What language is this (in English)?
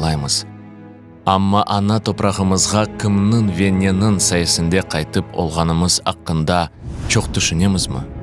Crimean Tatar